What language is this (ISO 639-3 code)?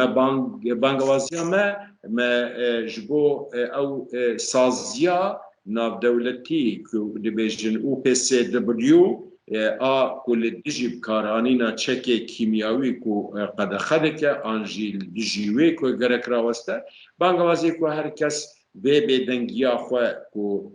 kur